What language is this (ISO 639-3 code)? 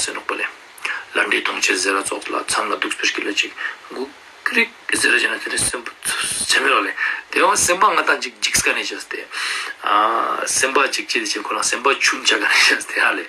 lbj